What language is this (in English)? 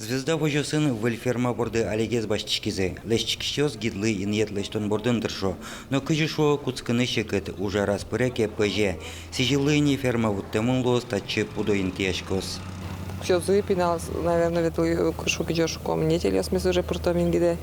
Udmurt